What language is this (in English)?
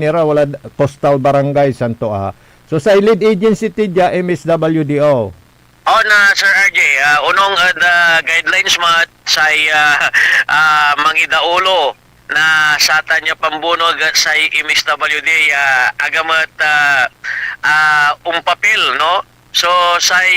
Pangasinan